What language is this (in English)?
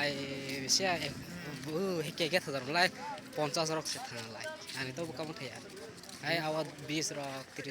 Kok Borok